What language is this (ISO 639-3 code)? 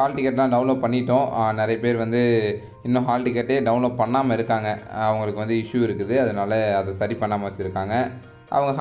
tam